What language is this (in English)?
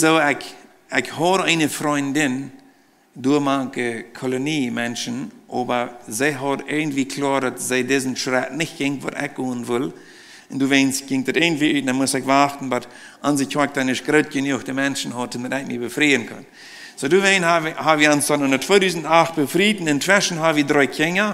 Plautdietsch